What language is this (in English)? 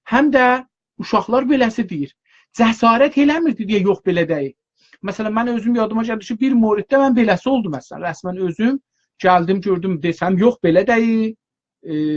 South Azerbaijani